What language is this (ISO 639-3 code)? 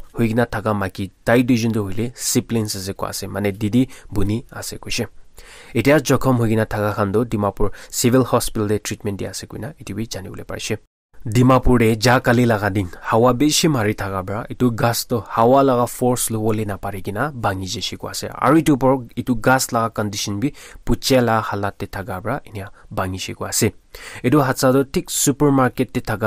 nag